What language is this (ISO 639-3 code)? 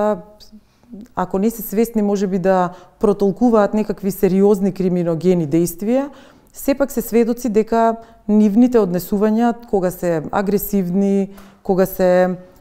mkd